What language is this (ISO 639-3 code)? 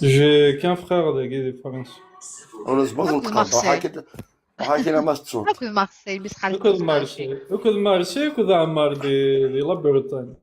kab